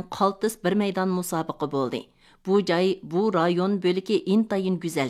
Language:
Uyghur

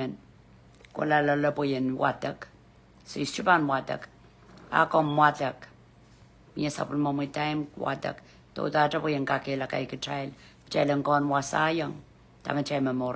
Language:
Pohnpeian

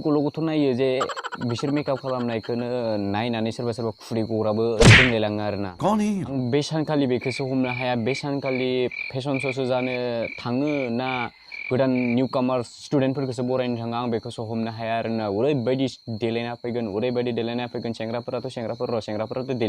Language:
Bodo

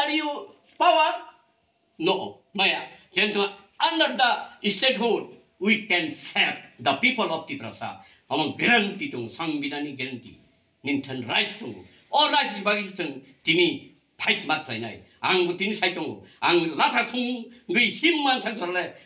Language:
Kok Borok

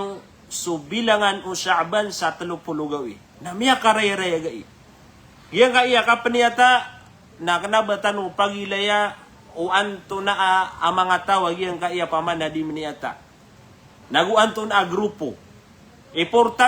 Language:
Maranao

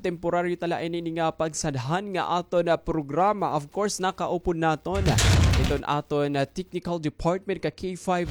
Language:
Waray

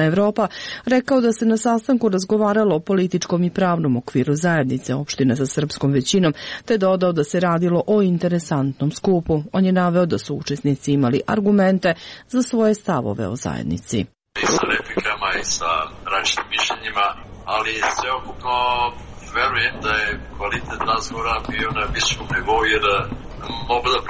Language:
Serbian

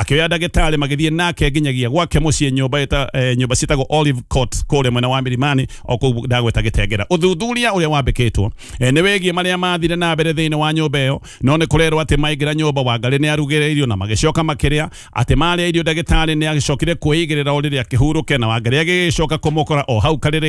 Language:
Kikuyu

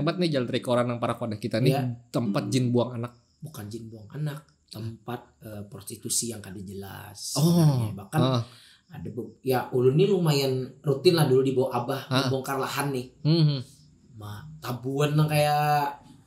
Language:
Banjar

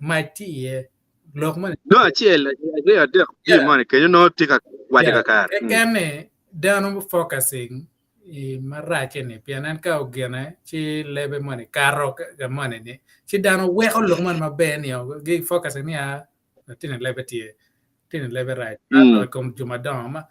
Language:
Acoli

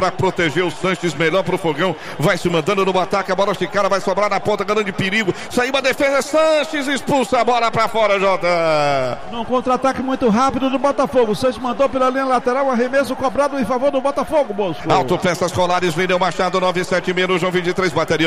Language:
Portuguese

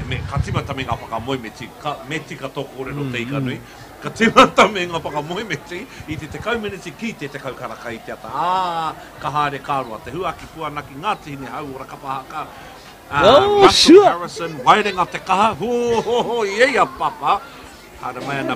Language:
Māori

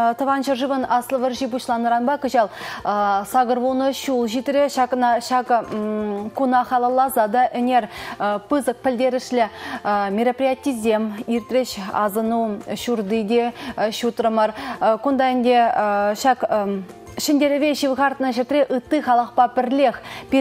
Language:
Chuvash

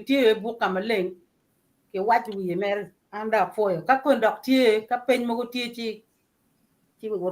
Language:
Acoli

